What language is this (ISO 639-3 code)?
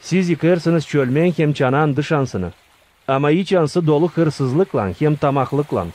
gag